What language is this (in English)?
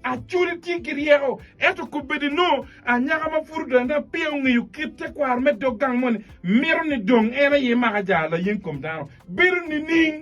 Acoli